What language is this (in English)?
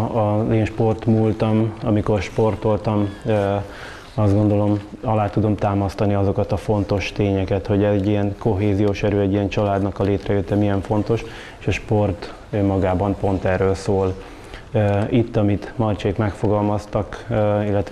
Hungarian